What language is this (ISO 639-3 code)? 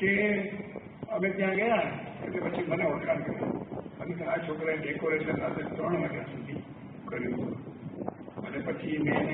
guj